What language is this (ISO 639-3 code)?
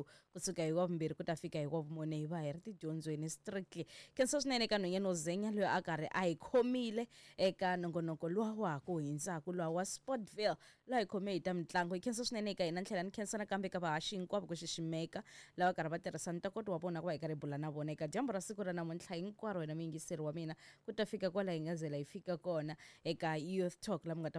tso